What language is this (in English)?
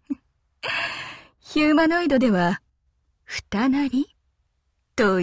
Japanese